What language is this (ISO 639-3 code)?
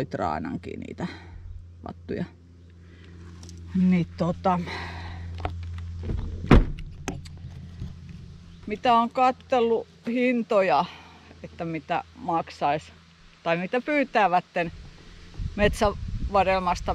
fin